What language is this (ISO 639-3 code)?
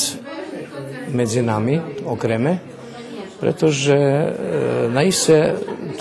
rue